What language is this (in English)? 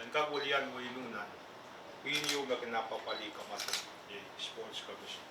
Pohnpeian